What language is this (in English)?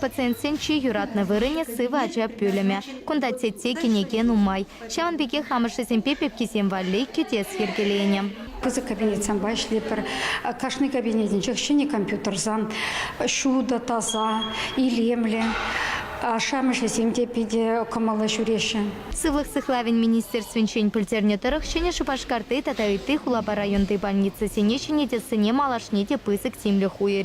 Chuvash